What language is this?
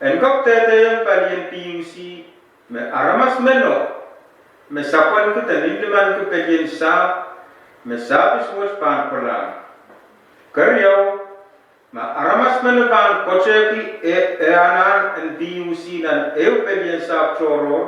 Pohnpeian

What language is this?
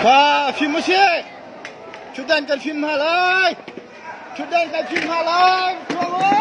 Hakha Chin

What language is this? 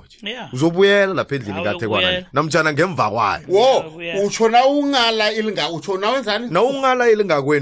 South Ndebele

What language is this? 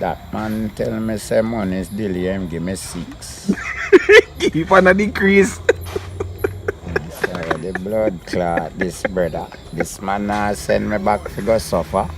Jamaican Creole English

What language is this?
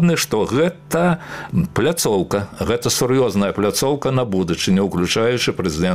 Belarusian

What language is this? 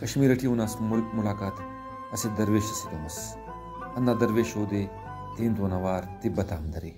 Brahui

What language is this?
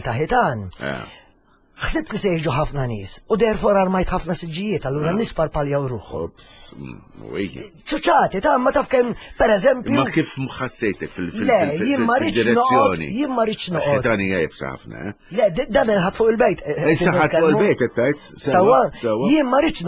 Maltese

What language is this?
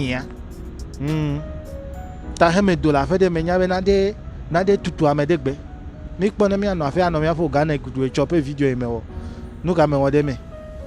Ewe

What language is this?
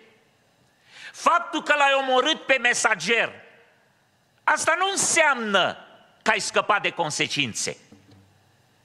Romanian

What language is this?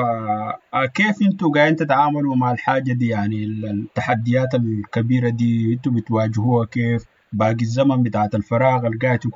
Sudanese Arabic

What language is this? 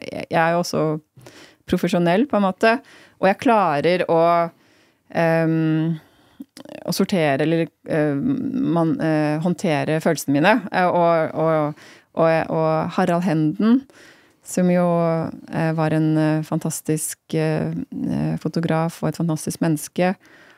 Norwegian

